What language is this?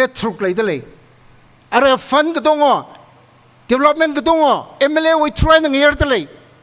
Tangkhul Naga (India)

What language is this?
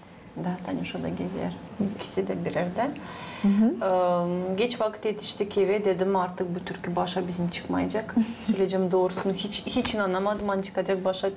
Gagauz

